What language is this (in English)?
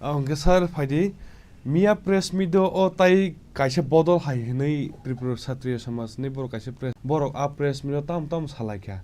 Kok Borok